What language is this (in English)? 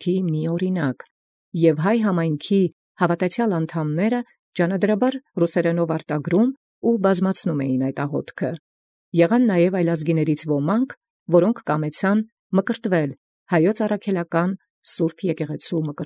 Armenian